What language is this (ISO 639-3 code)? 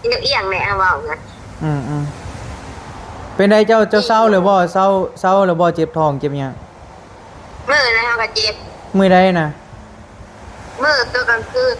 tts